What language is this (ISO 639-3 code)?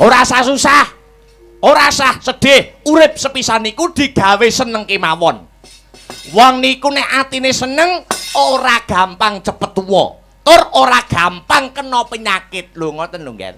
jav